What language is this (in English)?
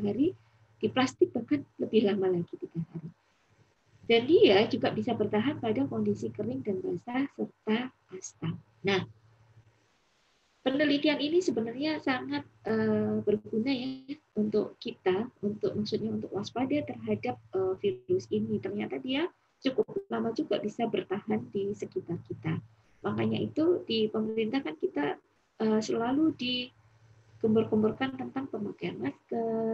Indonesian